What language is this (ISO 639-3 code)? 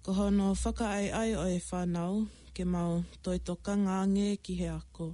ton